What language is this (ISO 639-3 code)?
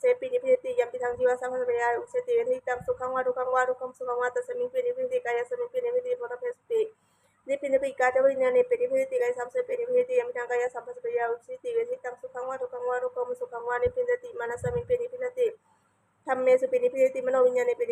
pli